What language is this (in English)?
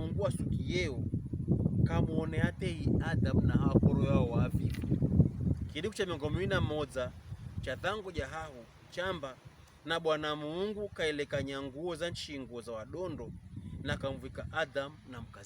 Pokomo